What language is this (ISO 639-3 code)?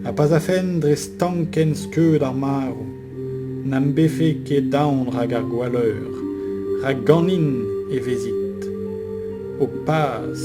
bre